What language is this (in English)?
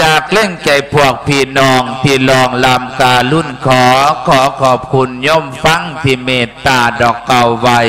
Lao